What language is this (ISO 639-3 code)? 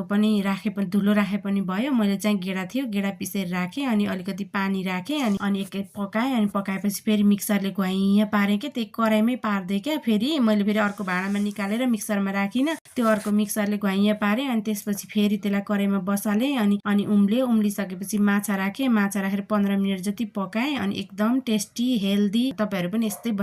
nep